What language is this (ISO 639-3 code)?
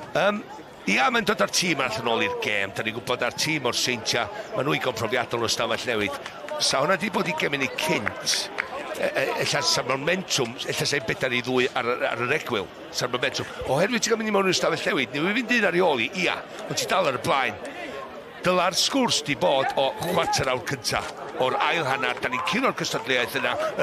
cym